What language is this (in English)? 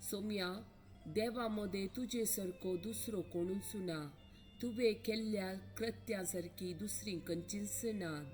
Konkani